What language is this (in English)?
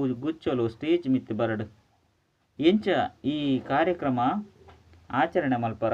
Tulu